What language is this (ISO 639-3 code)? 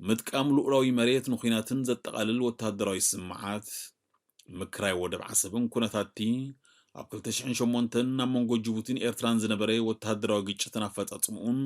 tir